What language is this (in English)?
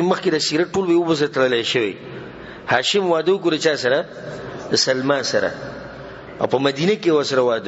Pashto